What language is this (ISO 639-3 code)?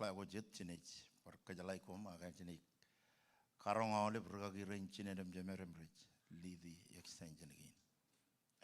mah